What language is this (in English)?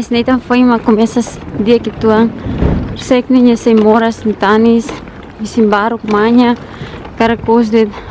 Tetum